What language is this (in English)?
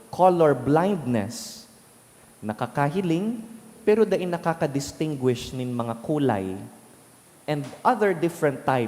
Bikol